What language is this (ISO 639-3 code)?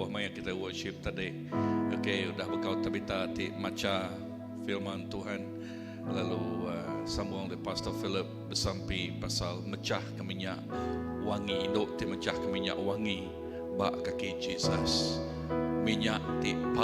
iba